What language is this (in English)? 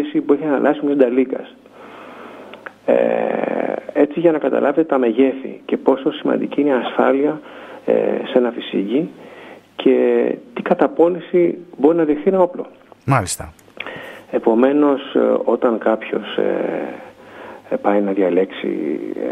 Greek